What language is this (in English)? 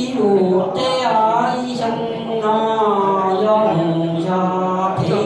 Hmong